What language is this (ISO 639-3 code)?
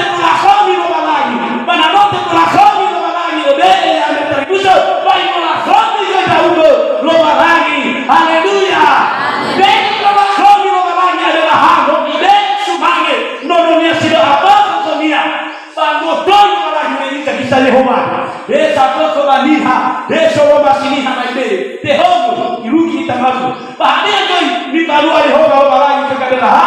nia